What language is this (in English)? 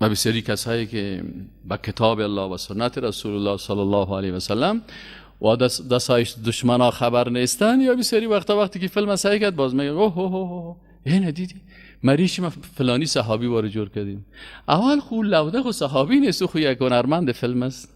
Persian